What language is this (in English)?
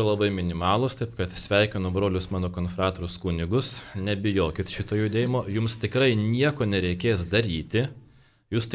Lithuanian